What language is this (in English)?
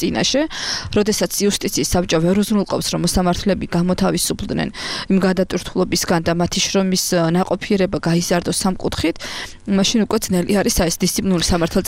Georgian